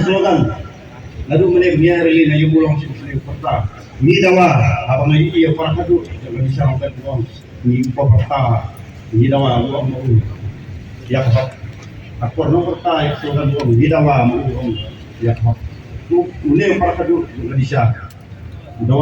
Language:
Khasi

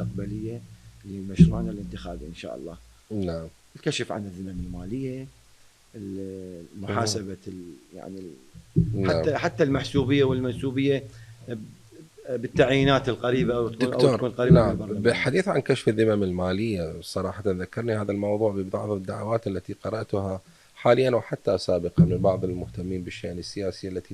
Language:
Mesopotamian Arabic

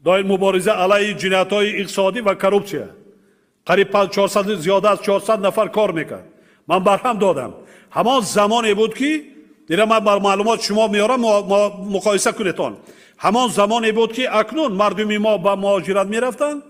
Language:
Tajik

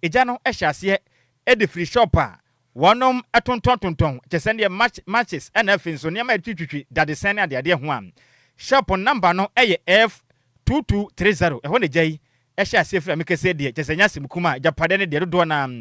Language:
Akan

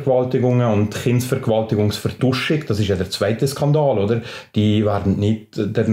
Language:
German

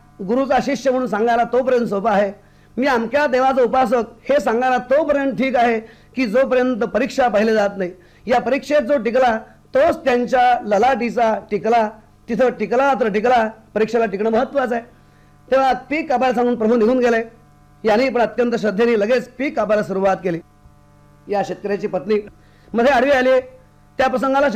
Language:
Marathi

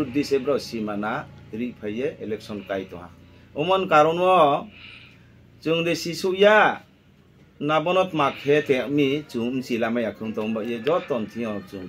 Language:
Kok Borok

